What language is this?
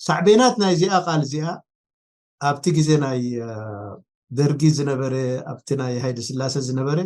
Tigrinya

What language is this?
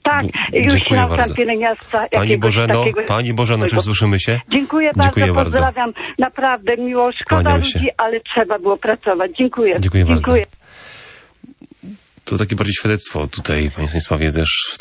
Polish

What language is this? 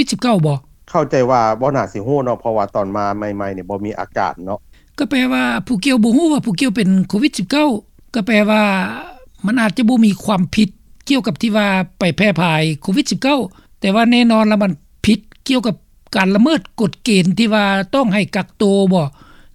Lao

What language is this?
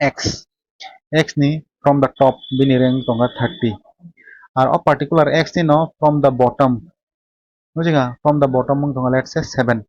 Kok Borok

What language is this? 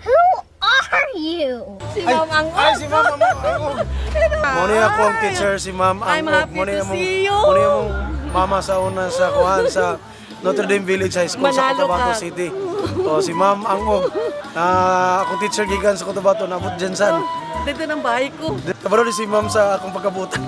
Cebuano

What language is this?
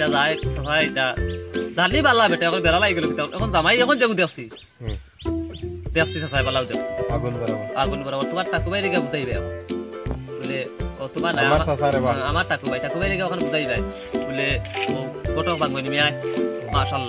Sylheti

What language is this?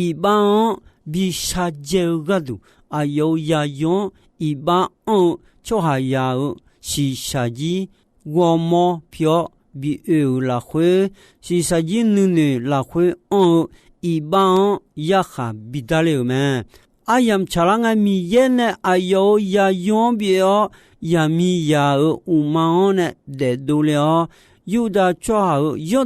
Akha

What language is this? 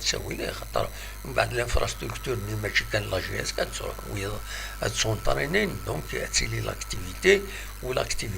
Kabyle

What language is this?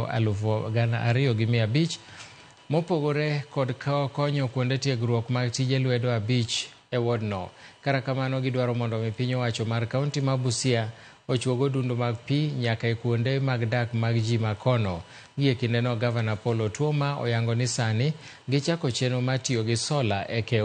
Luo (Kenya and Tanzania)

